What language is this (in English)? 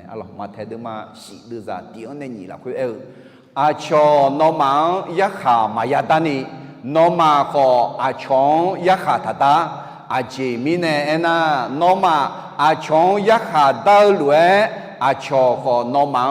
Akha